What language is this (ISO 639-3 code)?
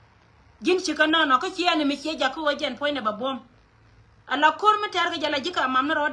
nus